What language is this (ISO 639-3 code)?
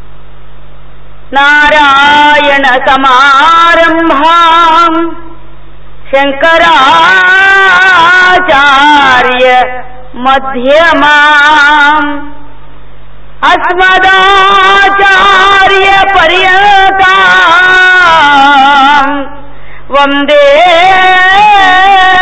tel